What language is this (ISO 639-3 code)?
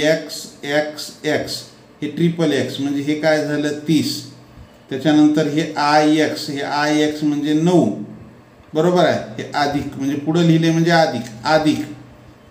mar